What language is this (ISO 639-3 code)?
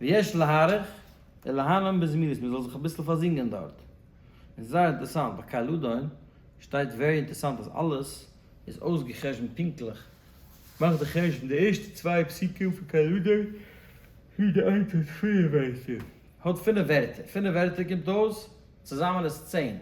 yid